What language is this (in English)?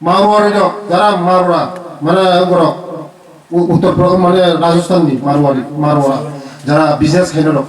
Kok Borok